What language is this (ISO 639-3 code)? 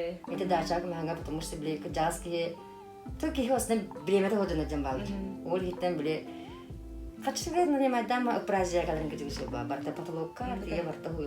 sah